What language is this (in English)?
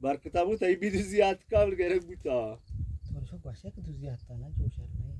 Eastern Balochi